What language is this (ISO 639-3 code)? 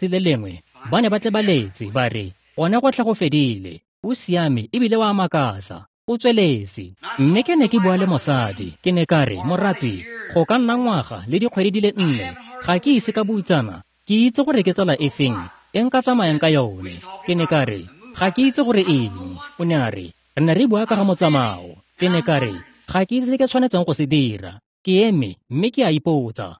tsn